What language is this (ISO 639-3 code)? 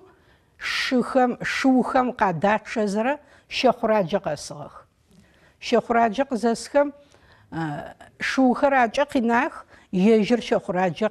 ady